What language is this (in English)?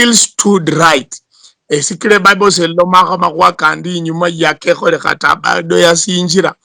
Luyia